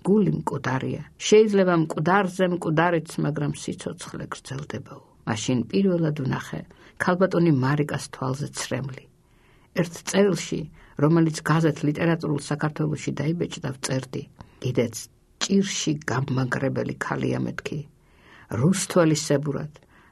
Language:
Georgian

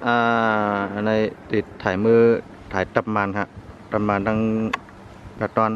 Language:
Shan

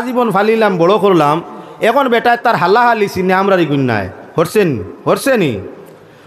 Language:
Sylheti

